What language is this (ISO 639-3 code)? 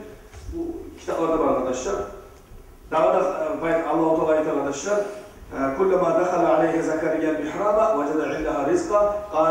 kum